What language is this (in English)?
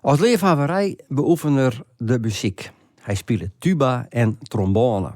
Western Frisian